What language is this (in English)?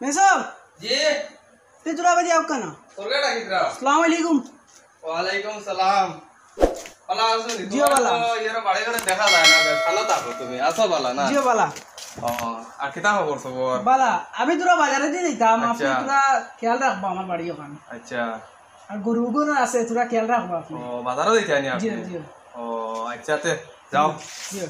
Sylheti